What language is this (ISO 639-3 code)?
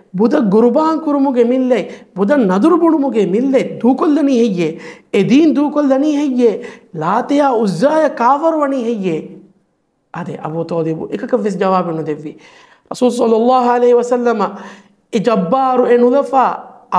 div